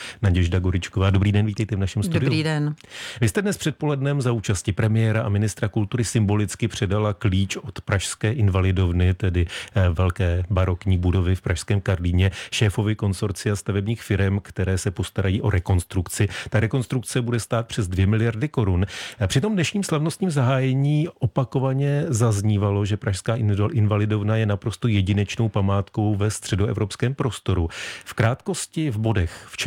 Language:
Czech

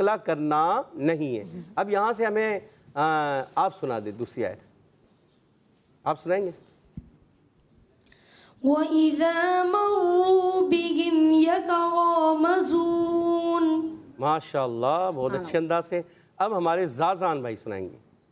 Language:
Hindi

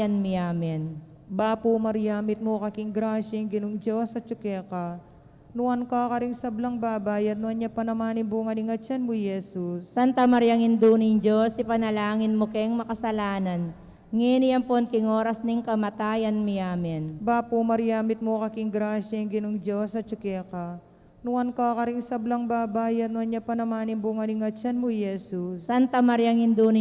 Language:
Pampanga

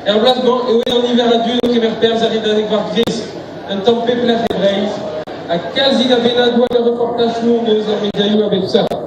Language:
Breton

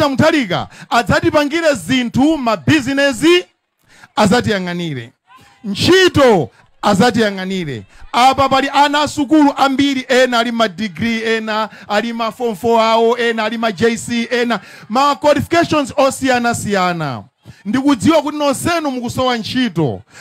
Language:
Nyanja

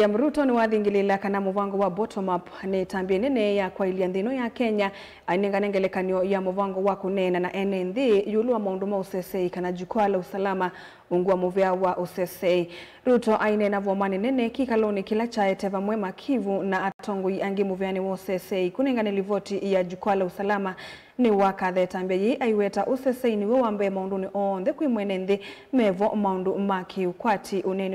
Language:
Kamba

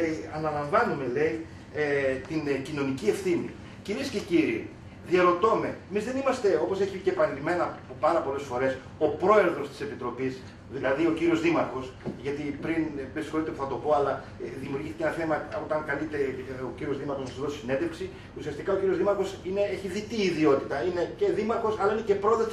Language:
Greek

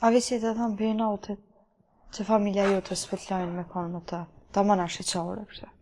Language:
Albanian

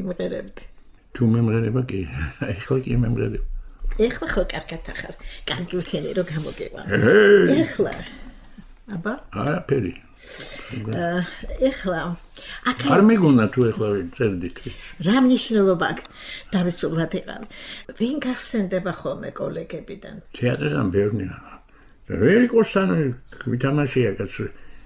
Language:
Georgian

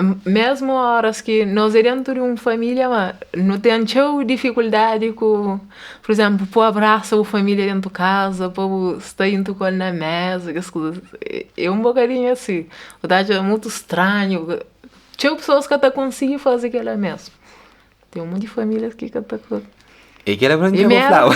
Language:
Kabuverdianu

